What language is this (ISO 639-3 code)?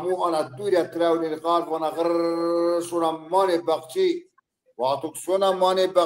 zza